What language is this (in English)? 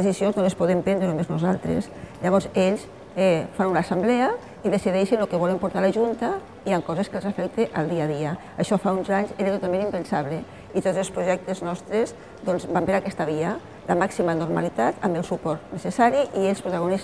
Catalan